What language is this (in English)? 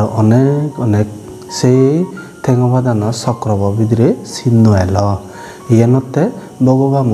Chakma